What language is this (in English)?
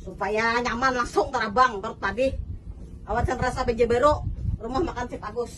Banjar